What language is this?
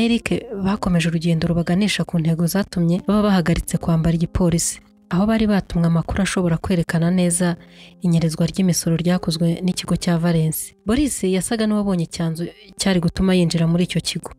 Kinyarwanda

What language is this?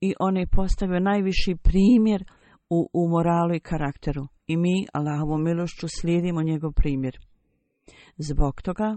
Bosnian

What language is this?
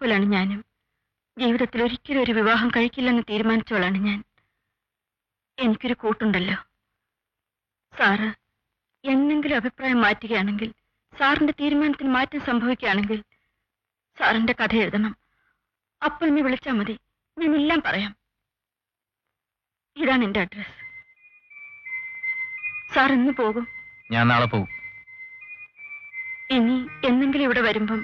Malayalam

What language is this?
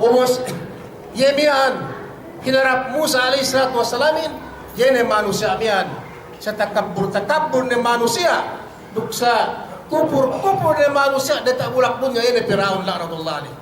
Yakan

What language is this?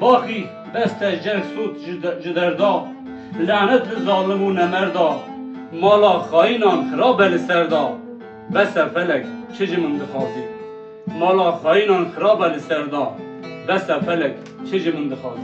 Kurdish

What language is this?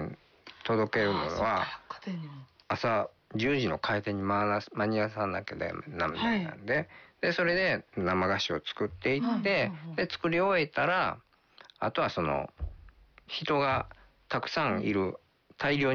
Japanese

